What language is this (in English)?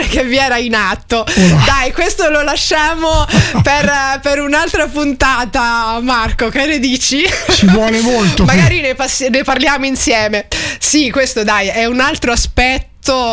Italian